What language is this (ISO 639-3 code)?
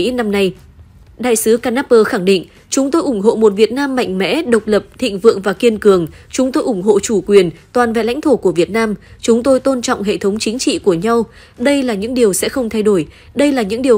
vie